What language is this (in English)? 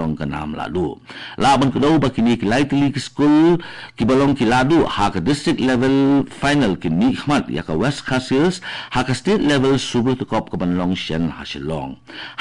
Khasi